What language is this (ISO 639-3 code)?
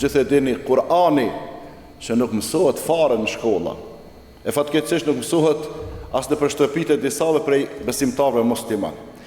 sqi